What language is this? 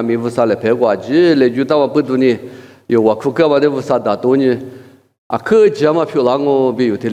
Lisu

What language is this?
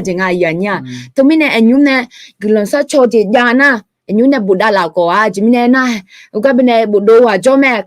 Akha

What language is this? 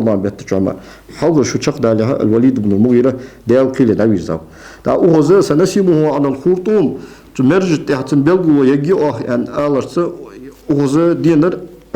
Ingush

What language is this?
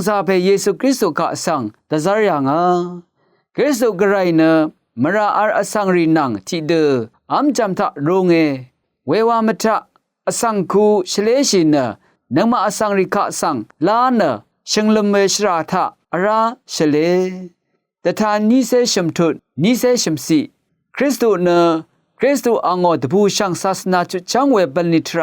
Rawang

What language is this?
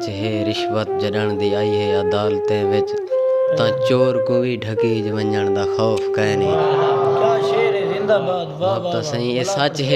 Saraiki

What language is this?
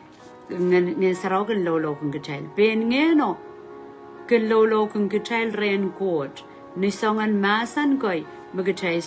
Pohnpeian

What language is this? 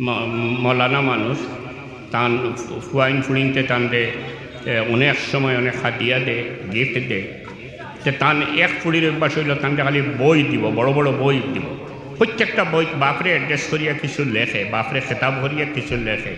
Sylheti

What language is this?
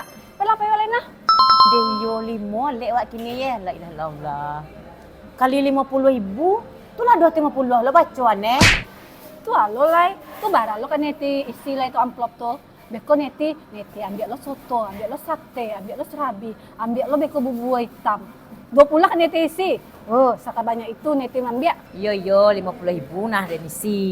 Minangkabau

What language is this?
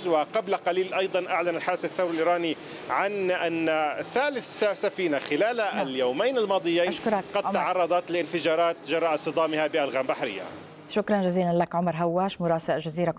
Arabic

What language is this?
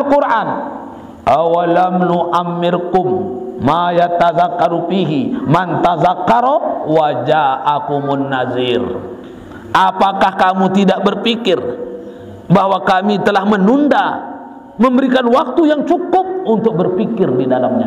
Sasak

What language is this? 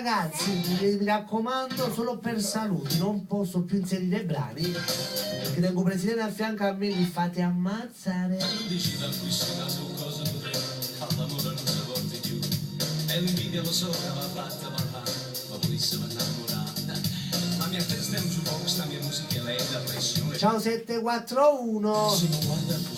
Neapolitan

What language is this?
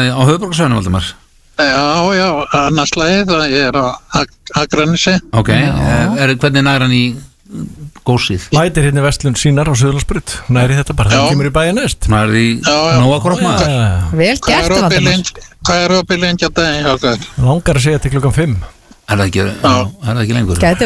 Icelandic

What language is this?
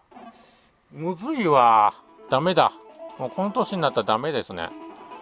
Japanese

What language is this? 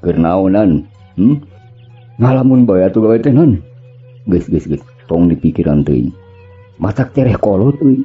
Sundanese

